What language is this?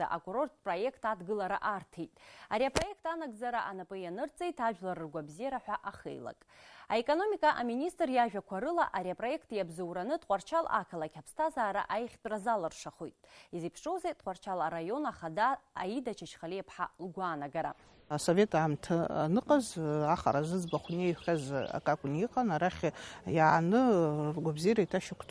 Abkhazian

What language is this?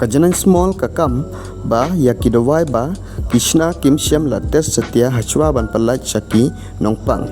Khasi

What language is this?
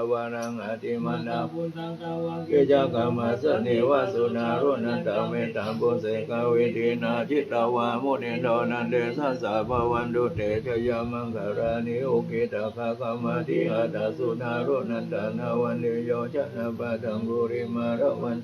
Pali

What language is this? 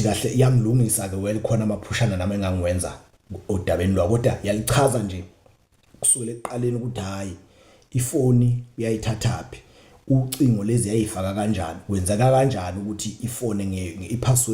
Zulu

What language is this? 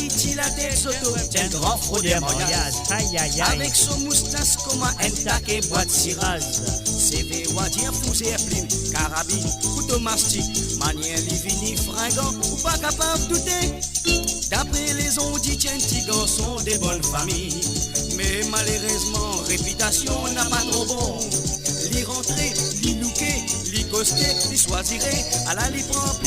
Morisyen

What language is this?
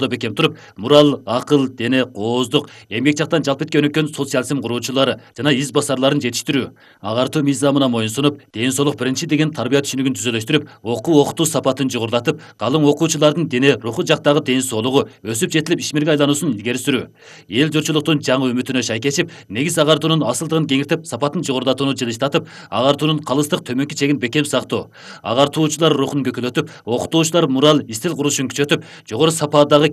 Kyrgyz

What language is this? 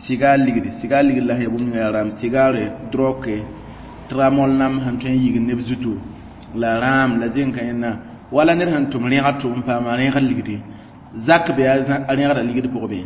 Mossi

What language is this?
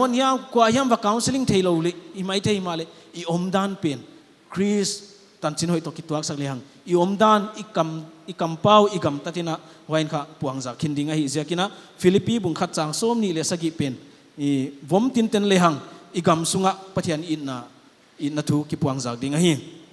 Paite Chin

